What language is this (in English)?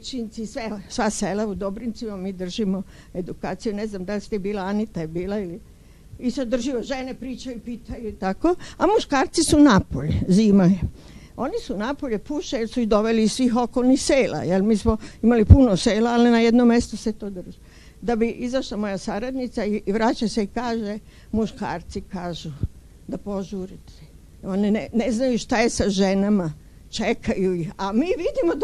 Serbian